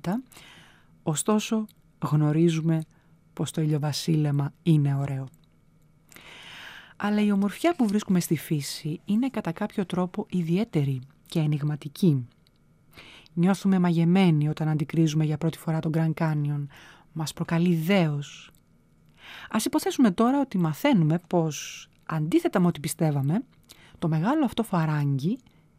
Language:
Greek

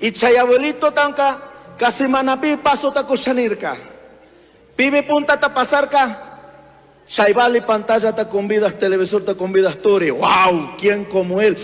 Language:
Chimborazo Highland Quichua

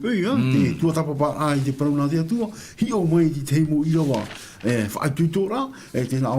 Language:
Tahitian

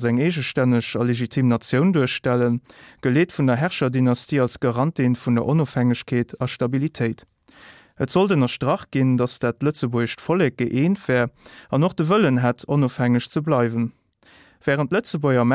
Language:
Luxembourgish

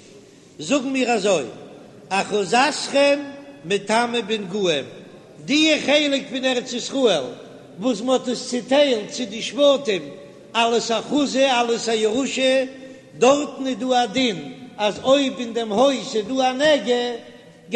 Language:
Yiddish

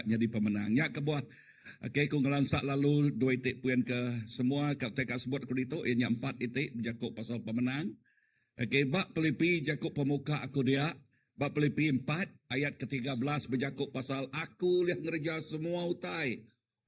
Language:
Iban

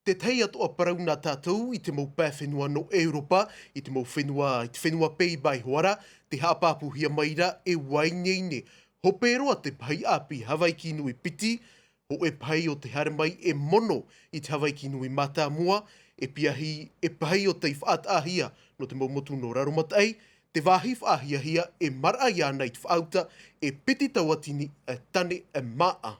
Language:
Tahitian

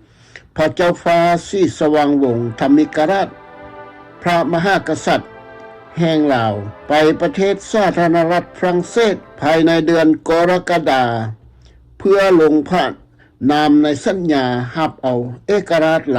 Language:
Lao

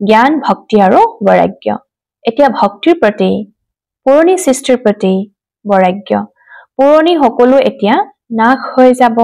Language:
Assamese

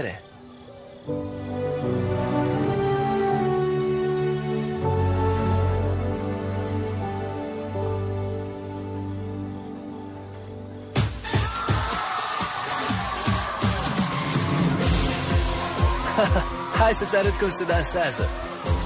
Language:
Romanian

